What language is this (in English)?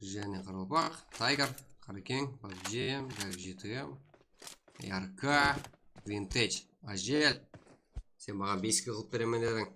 Kara-Kalpak